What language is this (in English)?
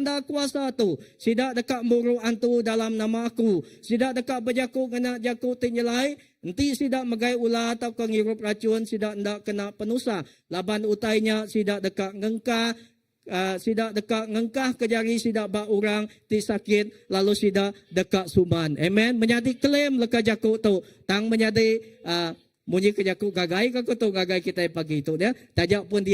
Iban